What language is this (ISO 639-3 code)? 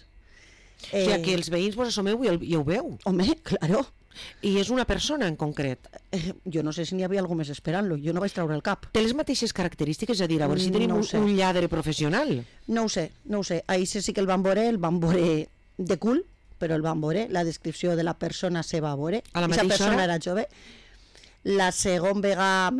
cat